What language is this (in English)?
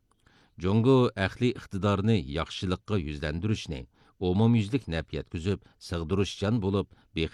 Uyghur